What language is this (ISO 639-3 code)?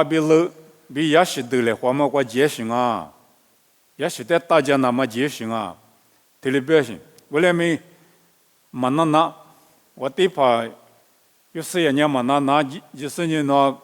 lis